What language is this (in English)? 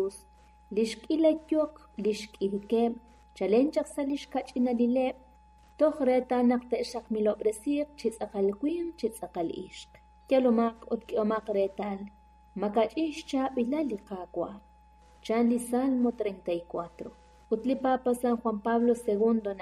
Kekchí